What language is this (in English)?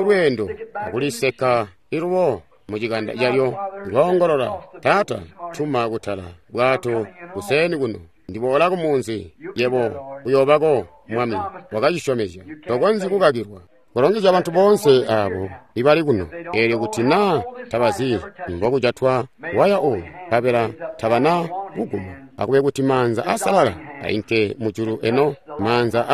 Tonga (Zambia)